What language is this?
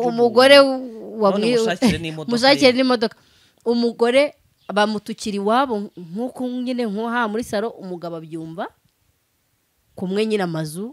Kinyarwanda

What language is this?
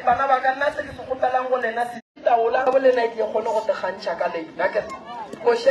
Northern Sotho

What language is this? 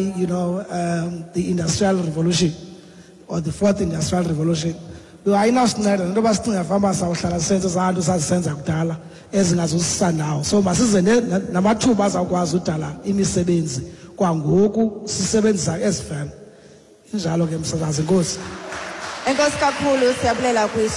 Xhosa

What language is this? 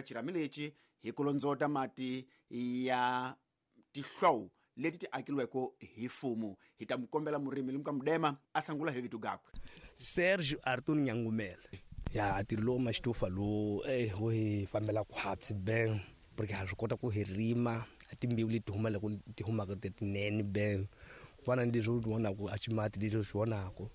Tsonga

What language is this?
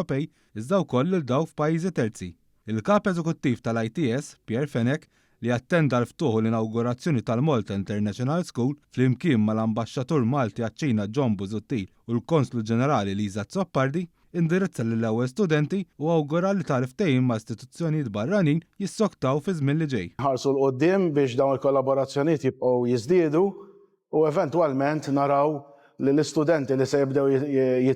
Maltese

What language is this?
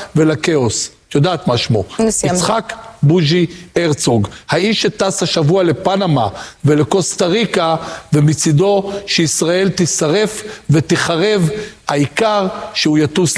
Hebrew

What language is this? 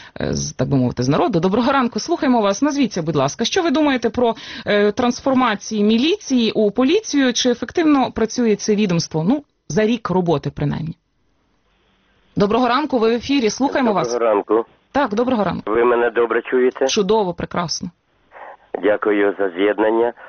Ukrainian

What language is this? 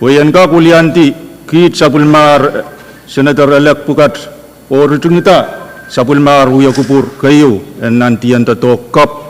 Pohnpeian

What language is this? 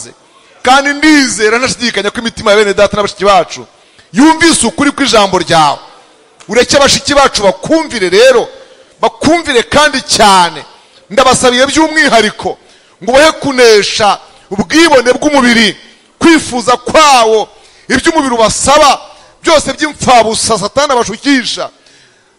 Kinyarwanda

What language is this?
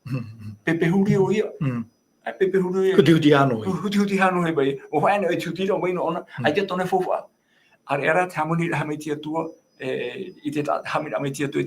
Tahitian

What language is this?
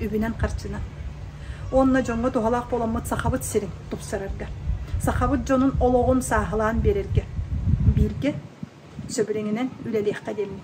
Yakut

